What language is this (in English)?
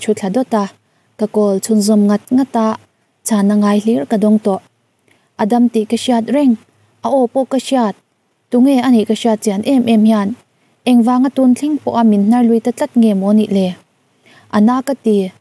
Mizo